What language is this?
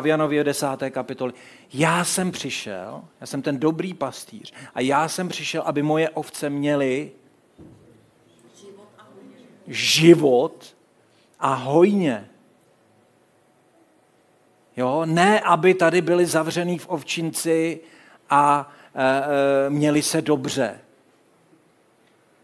Czech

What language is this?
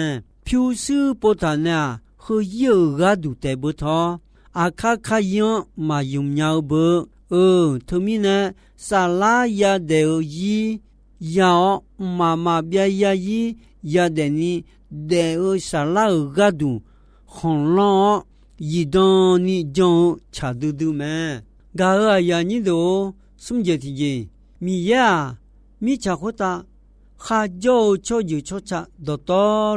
Akha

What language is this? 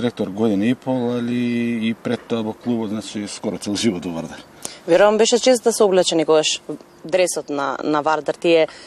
Macedonian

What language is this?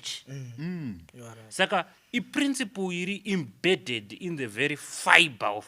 Shona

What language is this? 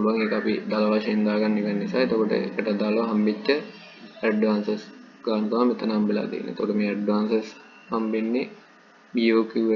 Sinhala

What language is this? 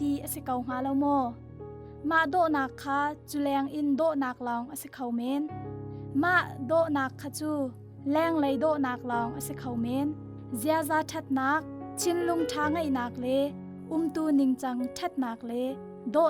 Hakha Chin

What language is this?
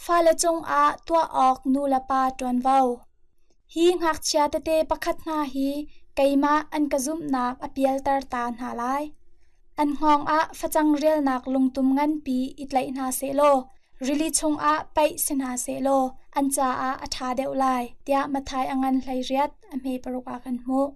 Hakha Chin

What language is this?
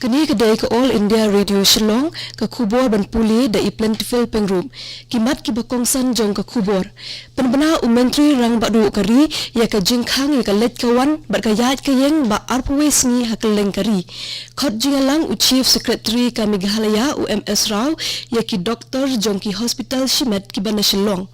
Khasi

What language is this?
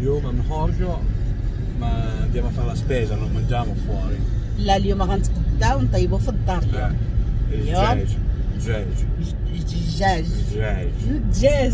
Moroccan Arabic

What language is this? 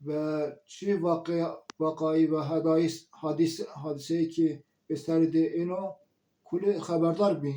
Zaza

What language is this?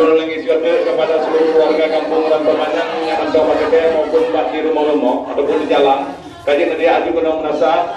Achinese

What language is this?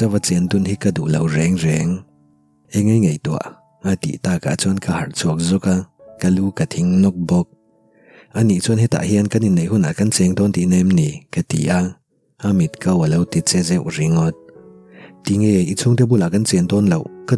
Mizo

